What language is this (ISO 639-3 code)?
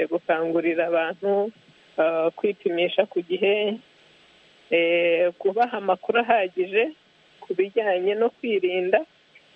kin